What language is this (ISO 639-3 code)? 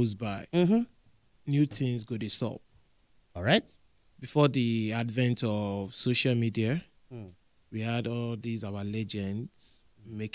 pcm